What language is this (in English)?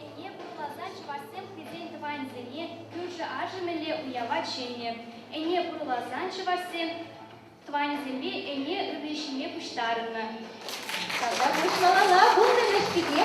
Chuvash